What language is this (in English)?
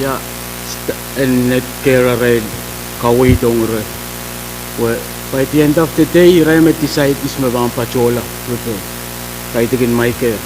Pohnpeian